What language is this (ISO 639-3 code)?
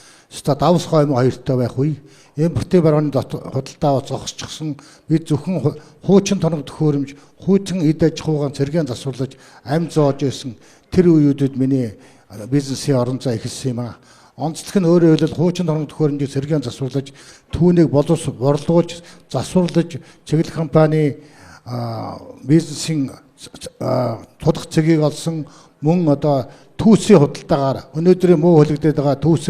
mon